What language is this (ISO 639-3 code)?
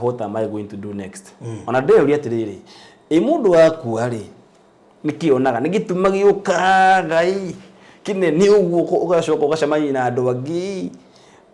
kik